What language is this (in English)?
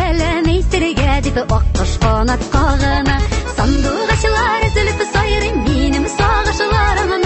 Tatar